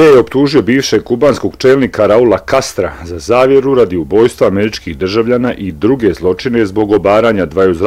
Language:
Bosnian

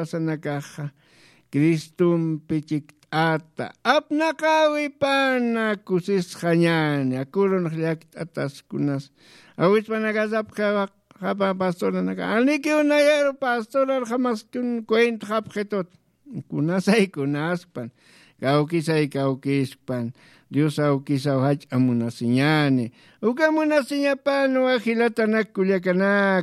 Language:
Aymara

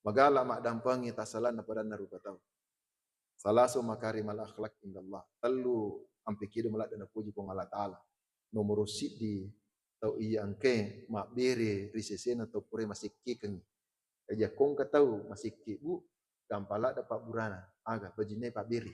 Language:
Buginese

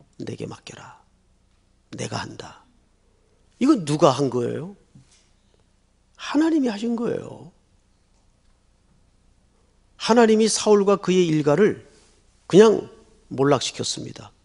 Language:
Korean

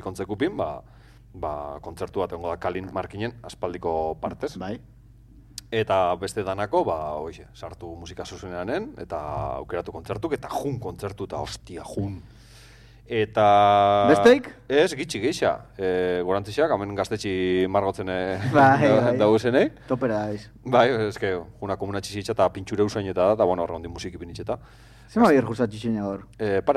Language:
Basque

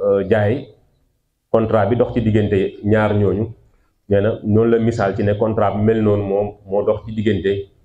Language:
Wolof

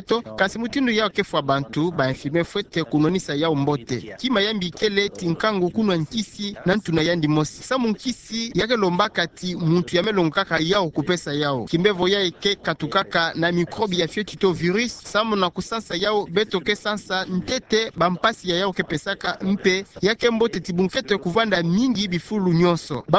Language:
Kituba (Democratic Republic of Congo)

